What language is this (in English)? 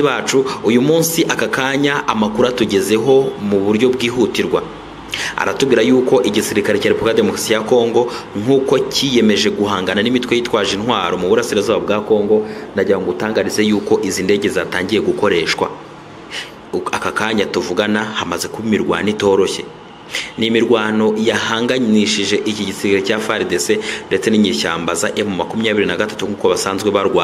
Kinyarwanda